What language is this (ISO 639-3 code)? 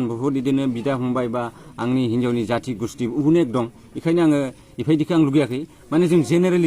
brx